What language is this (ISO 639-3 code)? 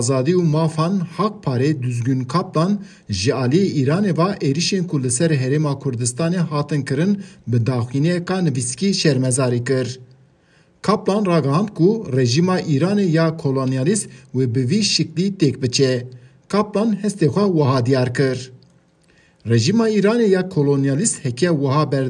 kur